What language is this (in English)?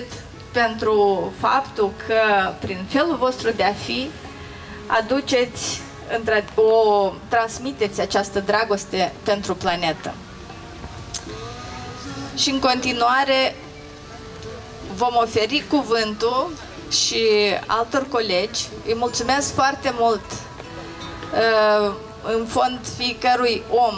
Romanian